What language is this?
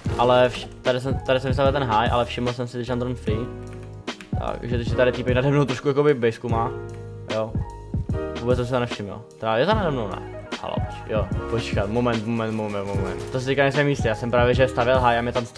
Czech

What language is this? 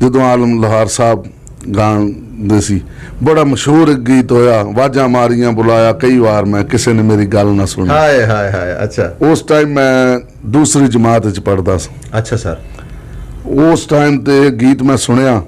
Western Panjabi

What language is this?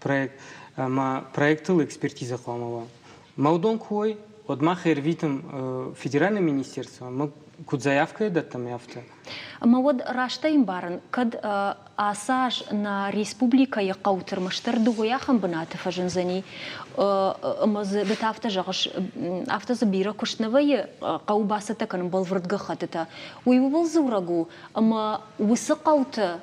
Ossetic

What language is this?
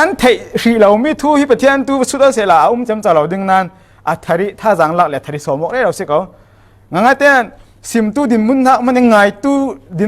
Falam Chin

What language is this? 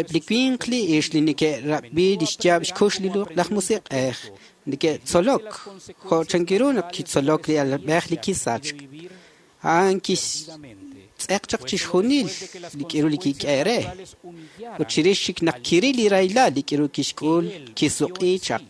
Kekchí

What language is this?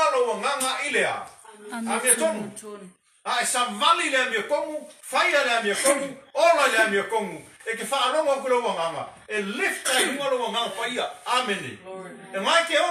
Samoan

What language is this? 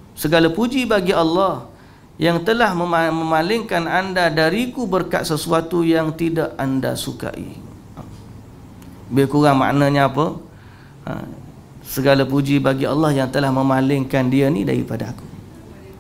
Malay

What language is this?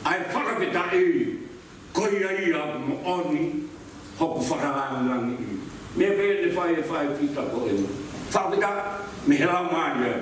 Tongan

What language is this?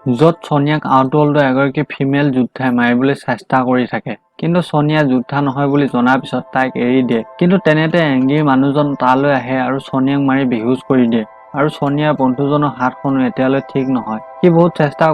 Assamese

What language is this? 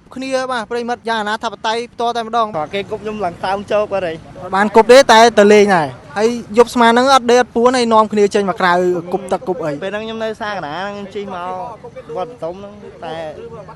Khmer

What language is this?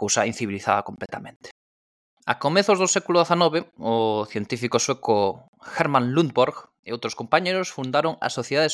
Galician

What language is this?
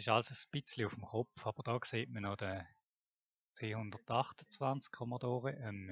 Swiss German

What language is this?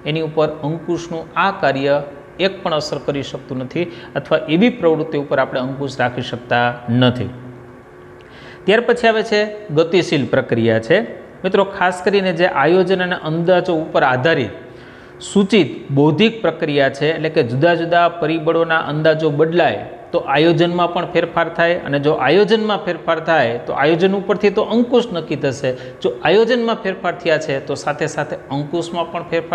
Gujarati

